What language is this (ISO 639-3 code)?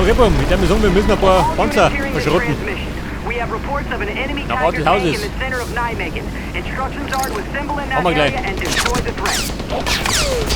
bar